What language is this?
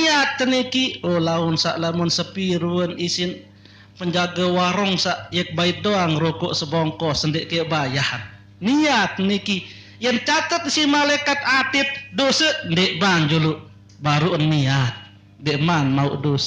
Sasak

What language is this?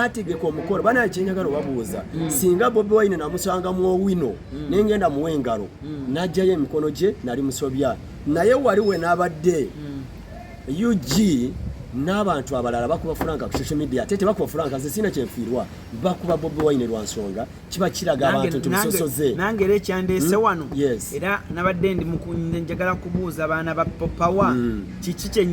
Ganda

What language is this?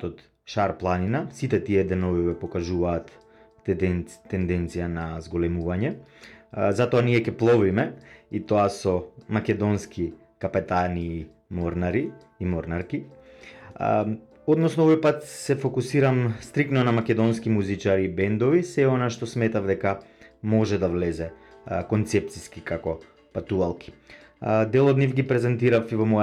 Macedonian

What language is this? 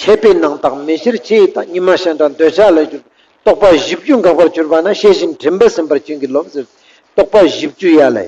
Ladakhi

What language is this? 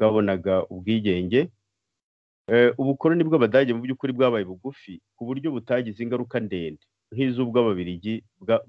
Kinyarwanda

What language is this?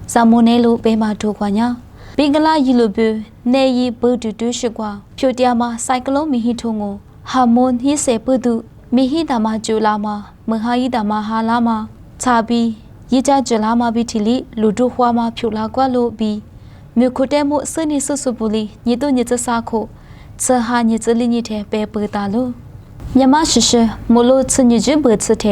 Lisu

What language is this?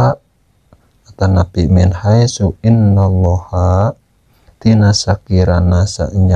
Sundanese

